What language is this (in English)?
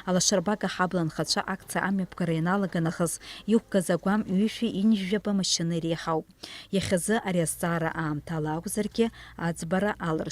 Abkhazian